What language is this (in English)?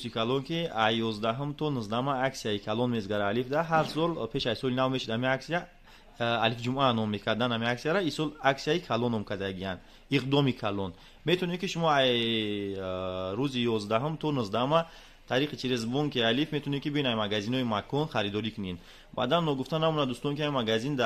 Tajik